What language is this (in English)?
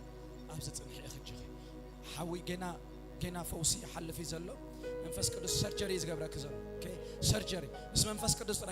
Tigrinya